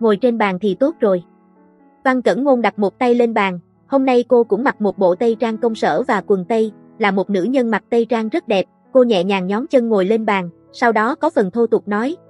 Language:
Vietnamese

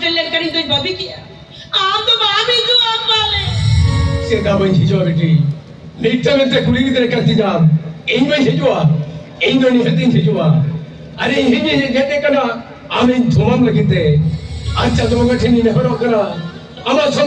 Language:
Santali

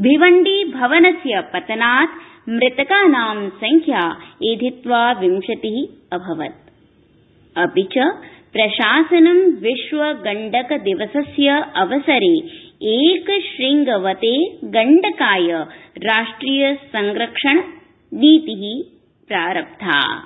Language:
Sanskrit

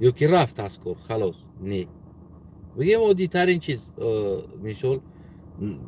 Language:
Tajik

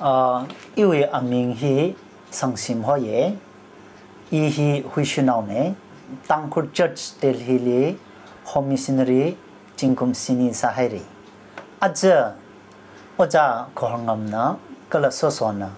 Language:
Tangkhul Naga (India)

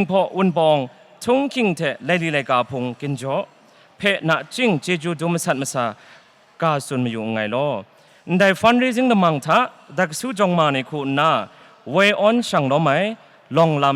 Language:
Kachin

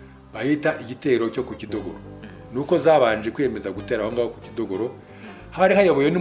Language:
Kinyarwanda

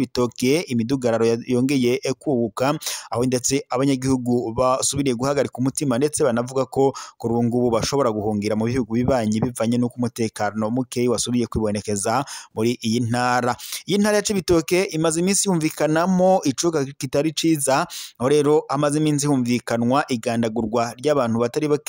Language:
Rundi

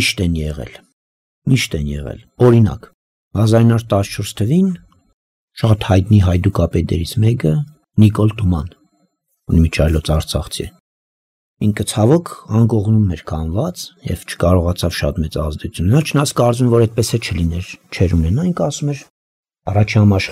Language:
Armenian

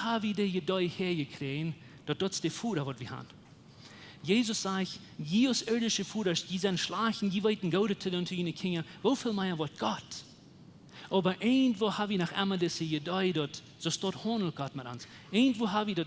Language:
Plautdietsch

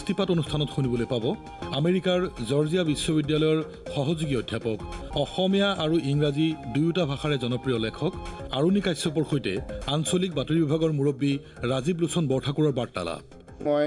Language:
Assamese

